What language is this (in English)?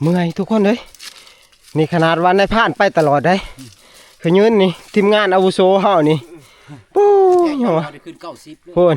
Northeastern Thai